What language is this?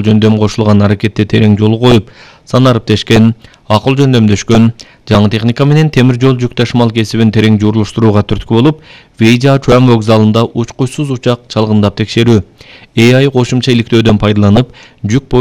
Kyrgyz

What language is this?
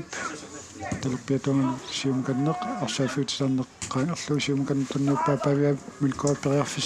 Kalaallisut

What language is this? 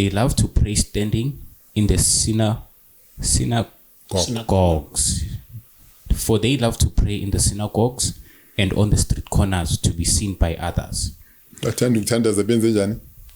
Zulu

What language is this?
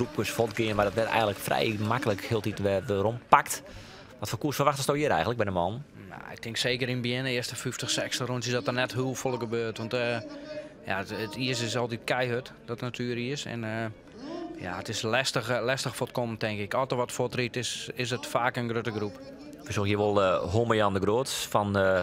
Western Frisian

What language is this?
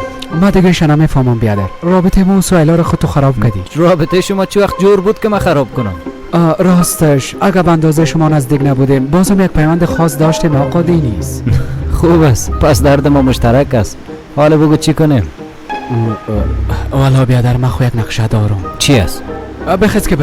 Persian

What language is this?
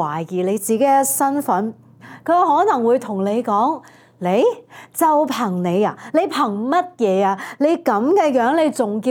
Cantonese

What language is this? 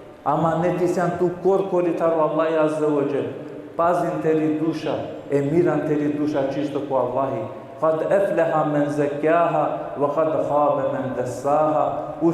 Balkan Romani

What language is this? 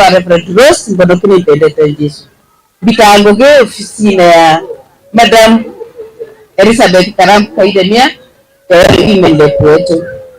Meru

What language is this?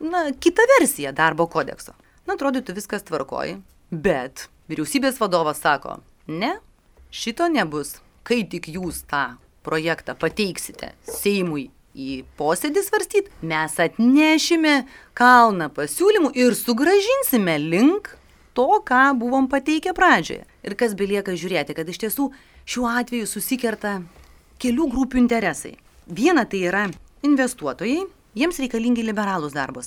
Lithuanian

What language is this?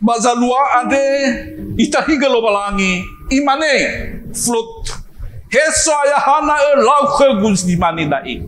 Nias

